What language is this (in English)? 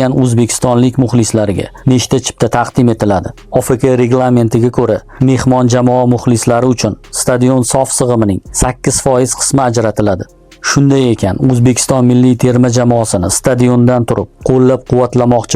Uzbek